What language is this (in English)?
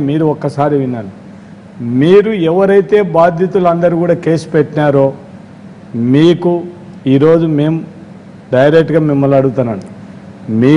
Telugu